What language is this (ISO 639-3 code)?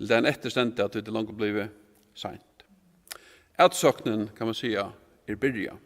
fao